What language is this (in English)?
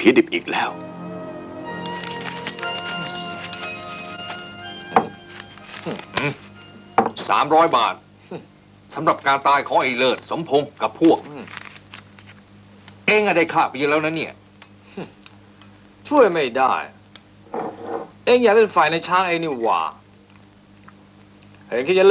Thai